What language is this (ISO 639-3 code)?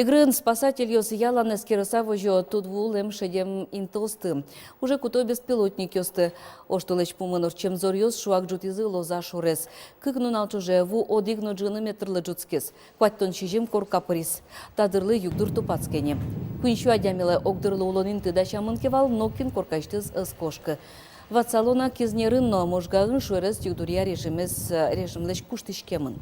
udm